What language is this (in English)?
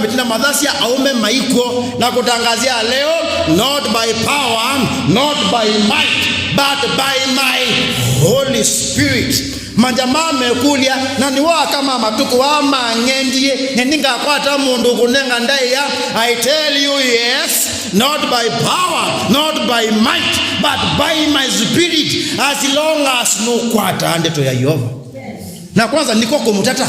Kamba